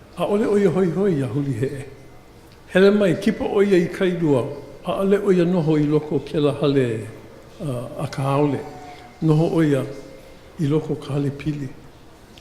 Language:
Hawaiian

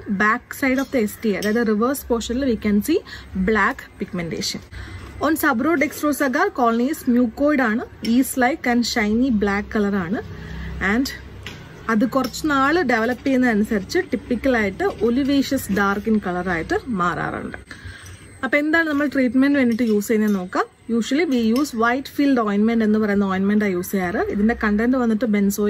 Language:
Malayalam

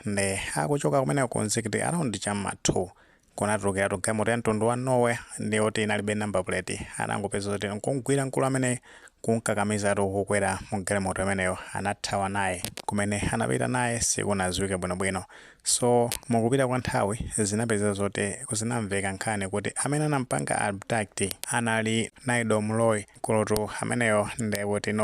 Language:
Nyanja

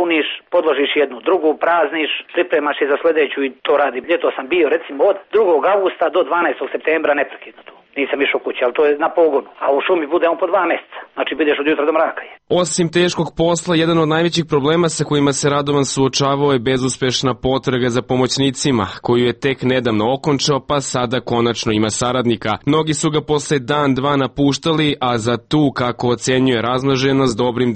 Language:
Serbian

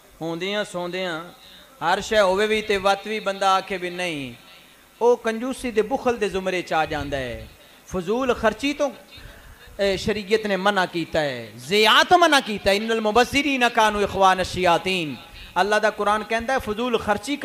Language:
Western Panjabi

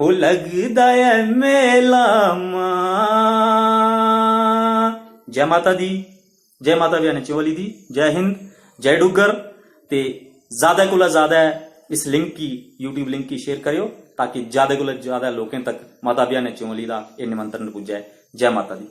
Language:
Dogri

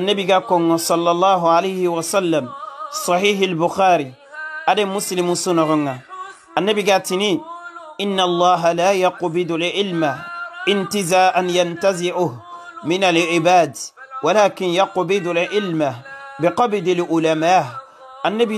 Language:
Soninke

